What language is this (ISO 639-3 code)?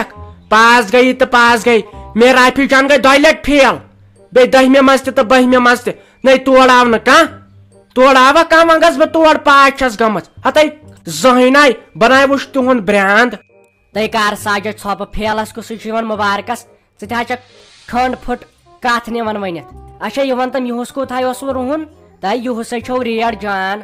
kas